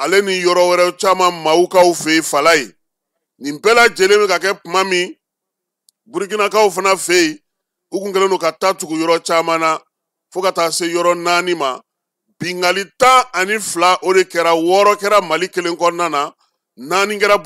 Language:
Bambara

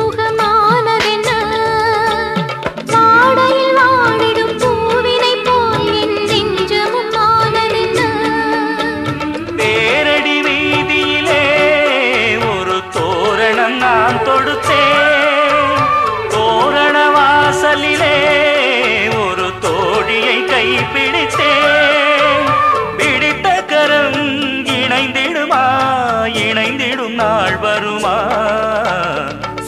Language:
Tamil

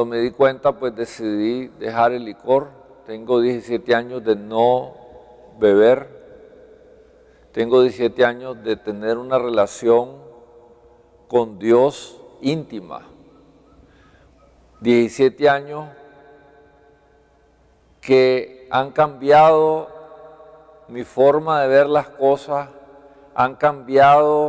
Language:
Spanish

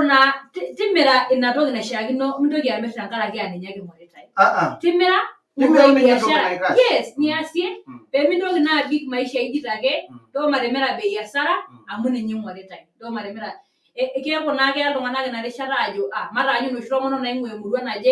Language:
Masai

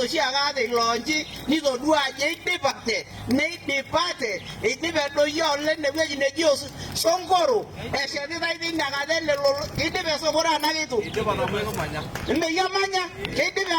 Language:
Masai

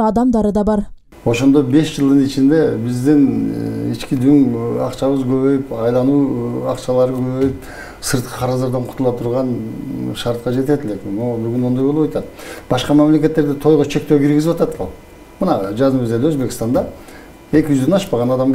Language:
Kyrgyz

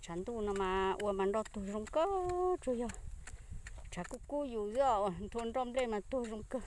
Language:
Hmong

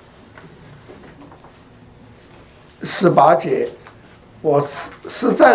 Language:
Chinese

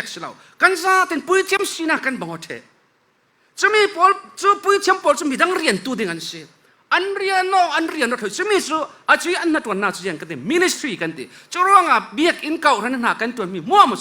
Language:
Falam Chin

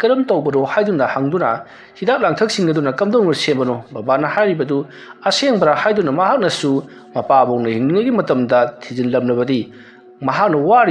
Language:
Manipuri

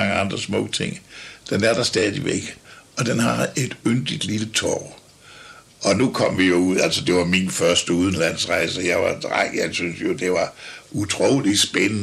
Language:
Danish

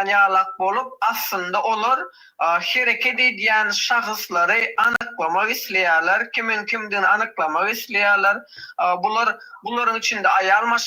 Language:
Turkmen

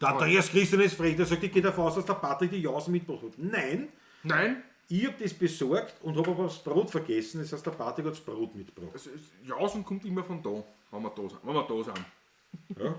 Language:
Bavarian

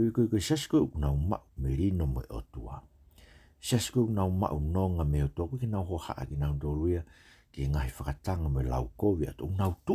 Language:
Tongan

